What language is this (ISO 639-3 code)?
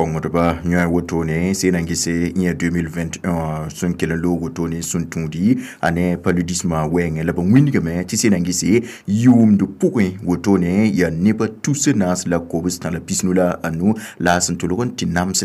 mos